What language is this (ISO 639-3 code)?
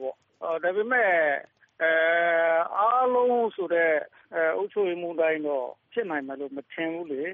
mya